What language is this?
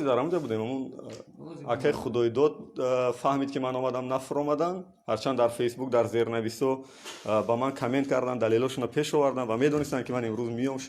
Tajik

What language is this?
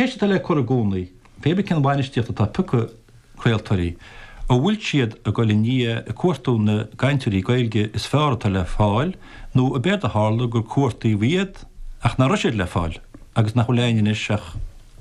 Irish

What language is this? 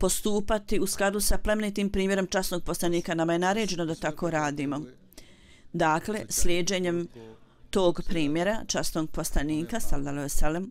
Bosnian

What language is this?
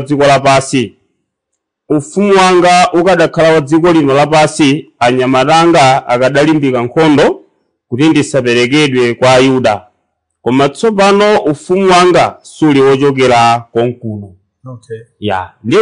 Nyanja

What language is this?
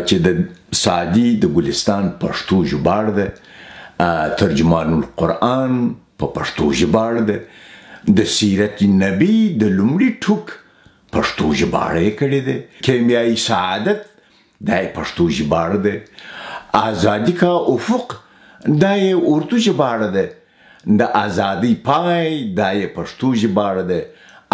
Pashto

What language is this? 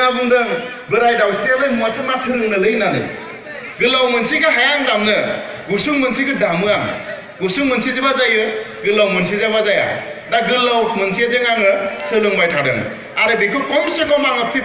Bodo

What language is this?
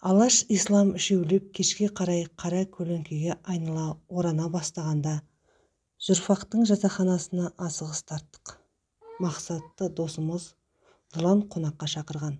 Kazakh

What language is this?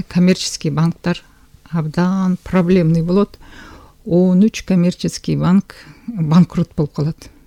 Kyrgyz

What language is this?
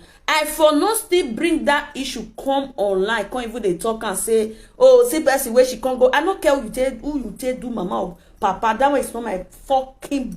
Nigerian Pidgin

